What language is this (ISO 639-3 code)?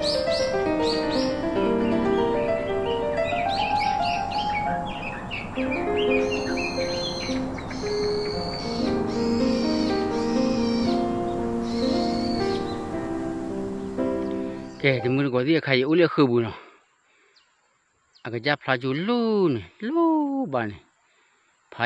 ksw